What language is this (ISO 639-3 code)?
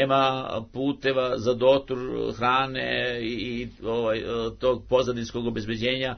srp